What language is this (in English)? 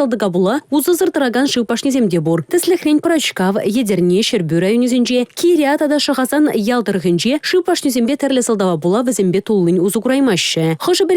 Chuvash